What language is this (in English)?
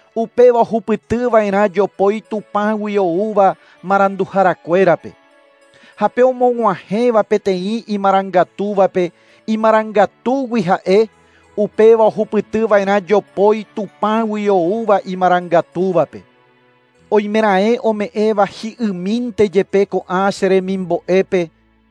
Guarani